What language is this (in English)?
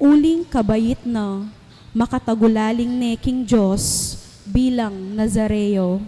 Pampanga